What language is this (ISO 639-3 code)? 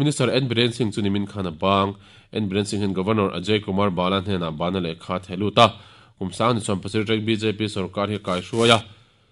lus